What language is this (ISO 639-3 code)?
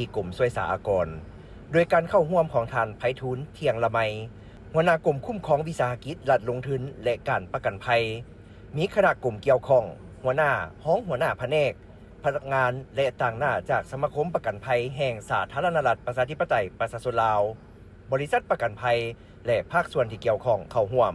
lao